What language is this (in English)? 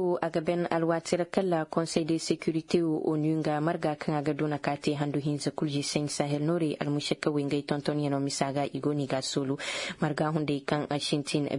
Koyraboro Senni